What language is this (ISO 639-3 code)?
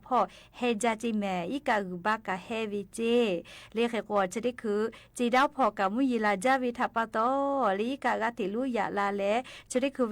lhu